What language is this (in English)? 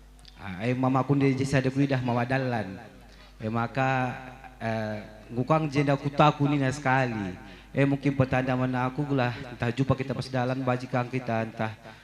Batak Karo